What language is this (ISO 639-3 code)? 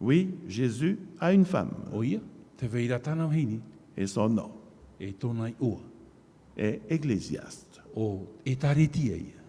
tah